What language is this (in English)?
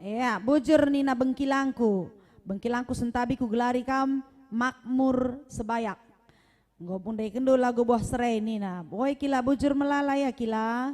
Batak Karo